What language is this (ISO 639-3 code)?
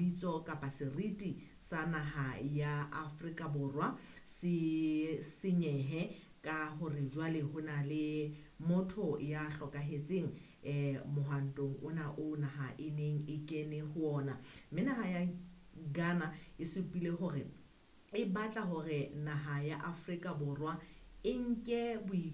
sot